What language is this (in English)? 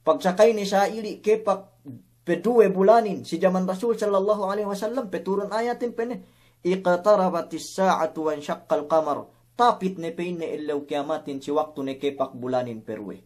Yakan